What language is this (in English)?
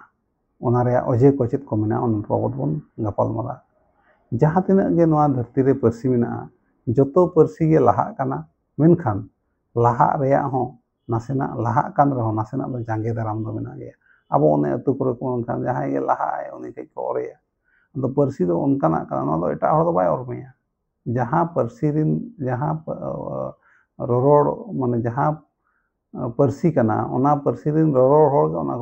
Santali